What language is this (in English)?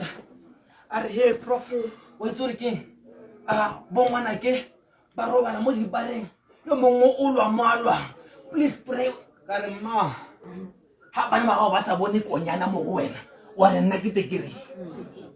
Tswana